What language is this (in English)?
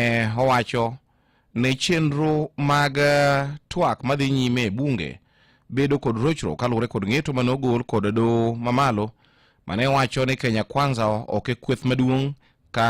Luo (Kenya and Tanzania)